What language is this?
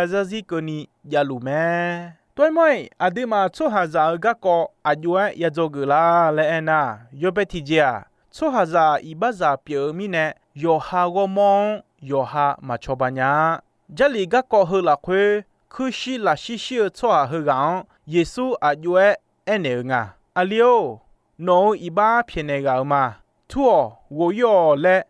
Akha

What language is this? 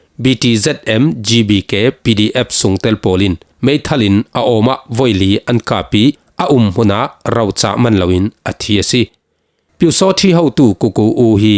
Falam Chin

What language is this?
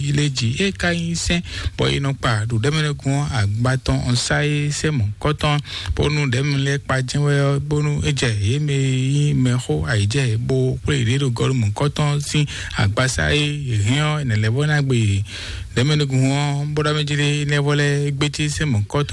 Fon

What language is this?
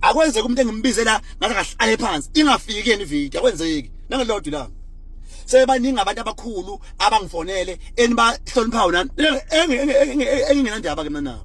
Zulu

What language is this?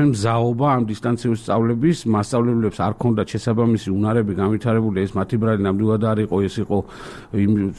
Georgian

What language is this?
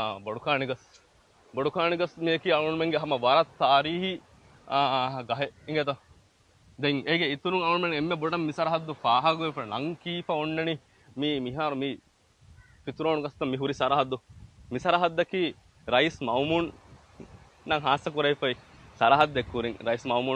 Divehi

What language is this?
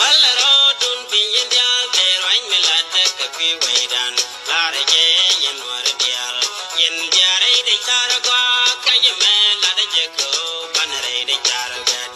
Nuer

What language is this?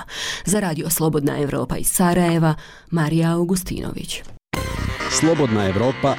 Bosnian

